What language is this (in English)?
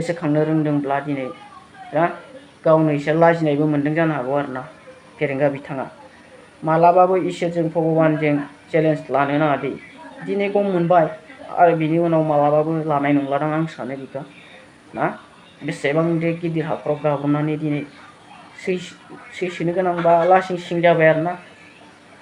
Bodo